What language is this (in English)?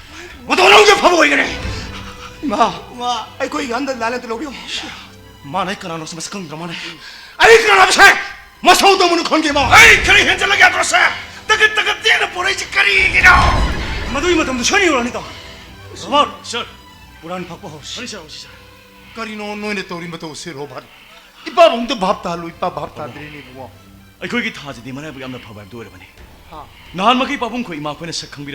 Manipuri